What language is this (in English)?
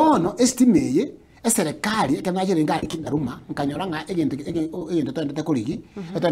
Gusii